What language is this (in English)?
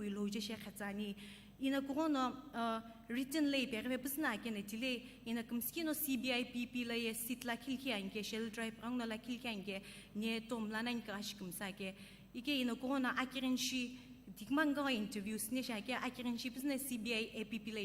Sumi Naga